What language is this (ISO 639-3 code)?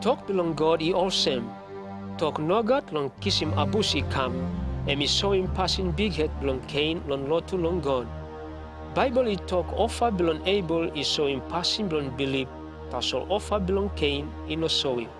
tpi